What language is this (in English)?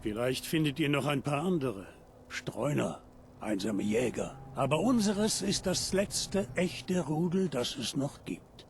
Bavarian